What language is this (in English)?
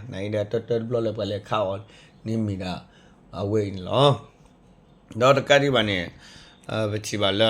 S'gaw Karen